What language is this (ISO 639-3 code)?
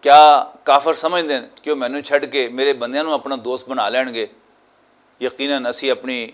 lah